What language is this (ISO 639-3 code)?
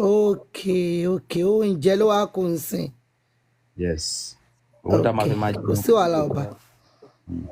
yor